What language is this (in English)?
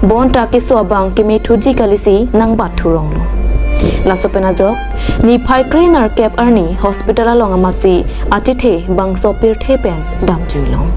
Karbi